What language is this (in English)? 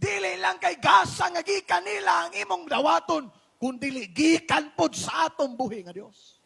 Cebuano